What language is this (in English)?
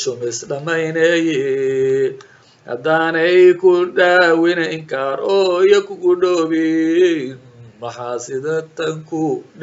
Somali